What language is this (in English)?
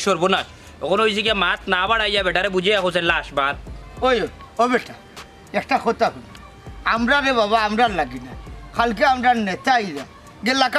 Sylheti